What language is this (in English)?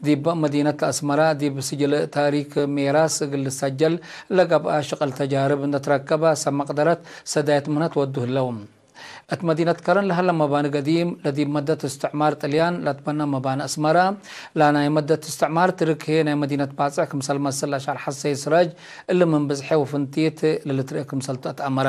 Tigre